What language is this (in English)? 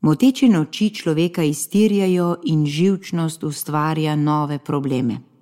Slovenian